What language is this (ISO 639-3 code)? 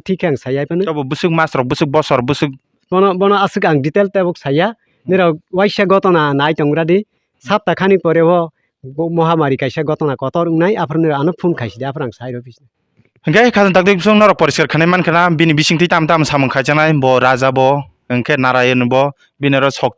trp